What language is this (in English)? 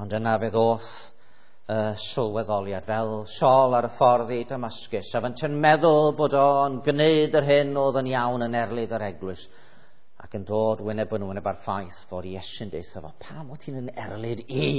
Welsh